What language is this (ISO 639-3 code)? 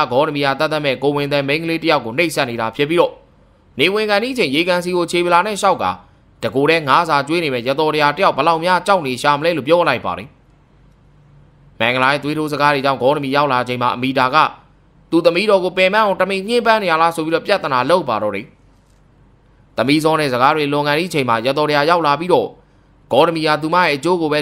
mya